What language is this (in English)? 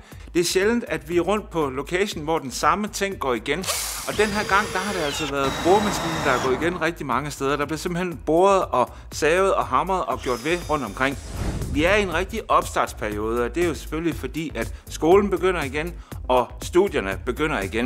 Danish